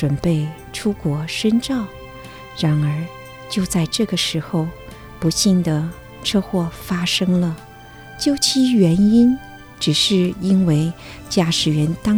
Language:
Chinese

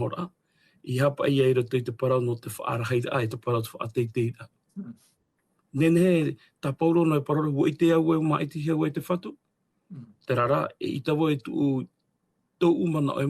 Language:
Tahitian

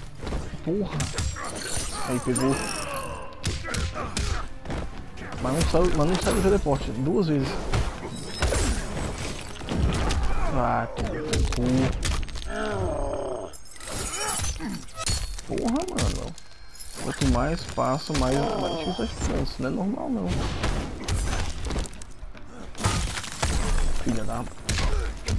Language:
Portuguese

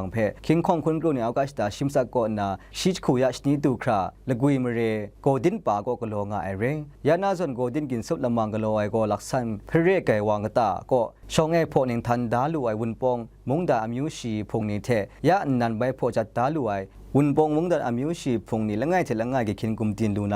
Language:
Kachin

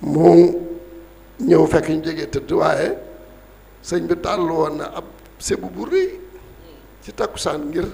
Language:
Wolof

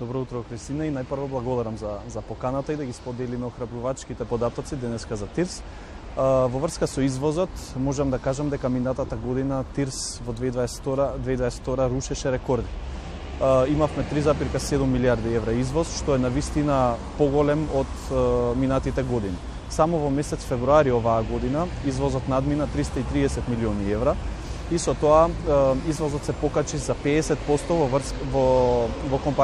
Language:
Macedonian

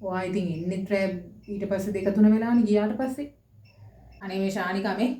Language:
Sinhala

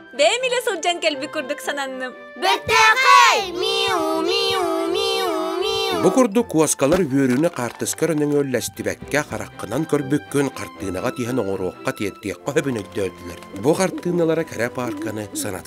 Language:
Yakut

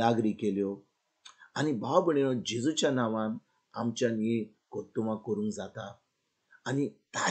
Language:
Konkani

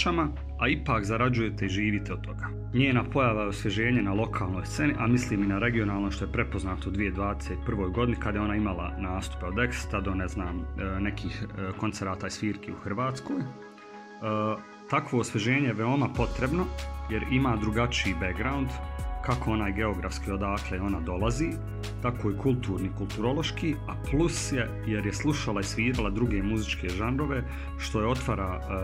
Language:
Bosnian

